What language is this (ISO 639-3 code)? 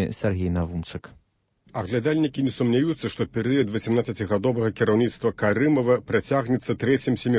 bel